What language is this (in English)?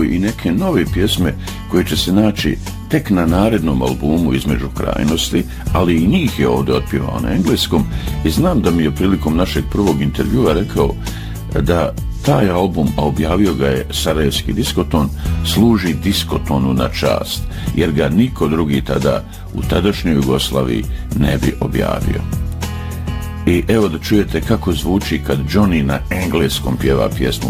Bosnian